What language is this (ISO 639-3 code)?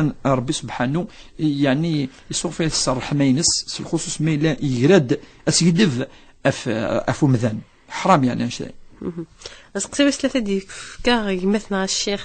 kab